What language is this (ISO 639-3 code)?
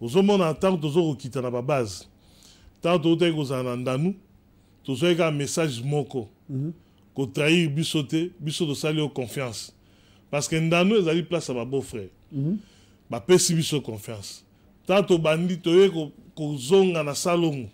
lin